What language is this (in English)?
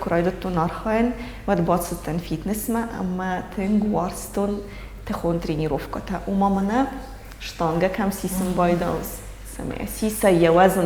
Ossetic